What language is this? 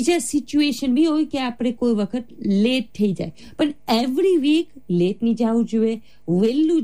Gujarati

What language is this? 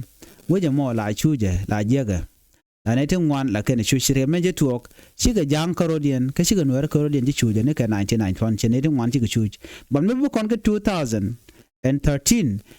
Nuer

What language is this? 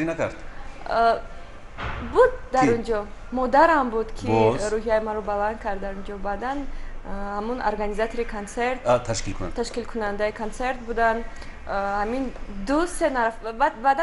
Tajik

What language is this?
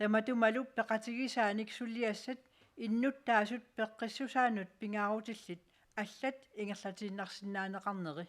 Kalaallisut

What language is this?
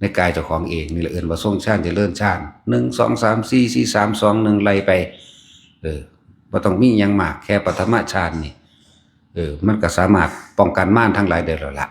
Northeastern Thai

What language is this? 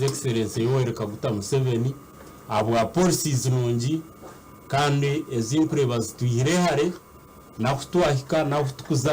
Nyankole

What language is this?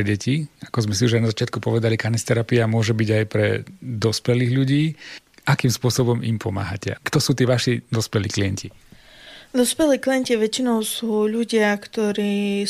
Slovak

